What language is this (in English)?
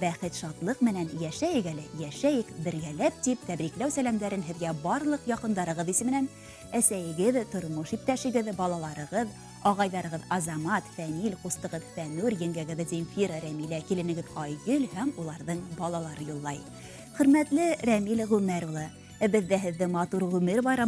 Bashkir